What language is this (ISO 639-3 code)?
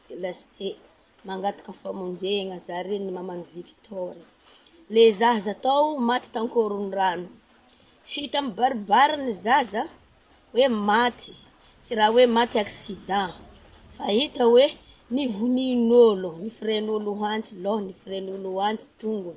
mlg